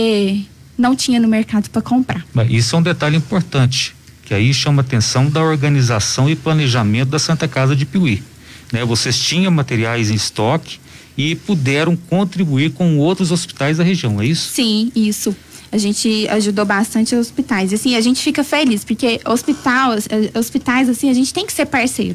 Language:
Portuguese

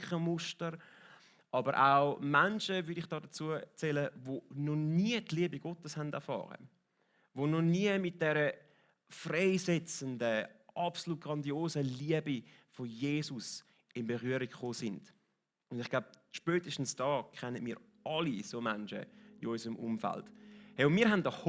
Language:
Swiss German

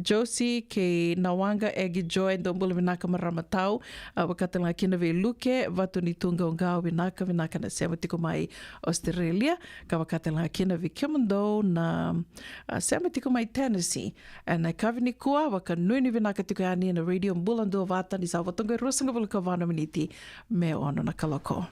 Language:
Fijian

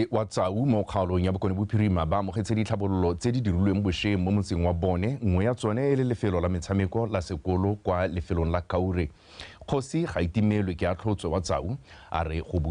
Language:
Tswana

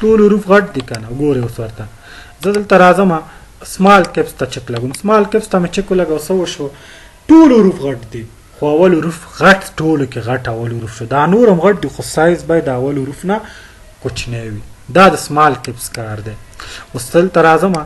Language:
Pashto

